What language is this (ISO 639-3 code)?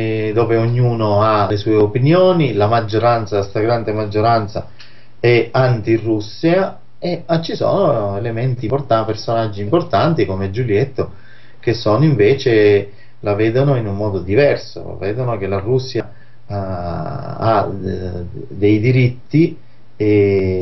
ita